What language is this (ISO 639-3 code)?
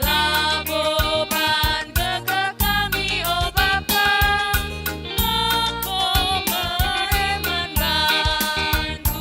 btx